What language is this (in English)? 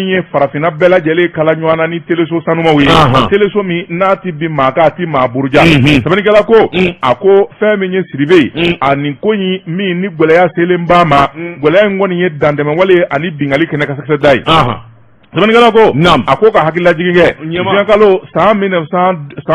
Bambara